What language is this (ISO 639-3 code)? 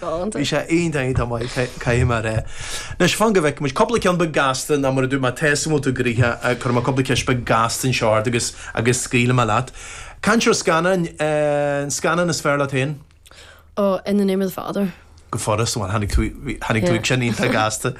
gle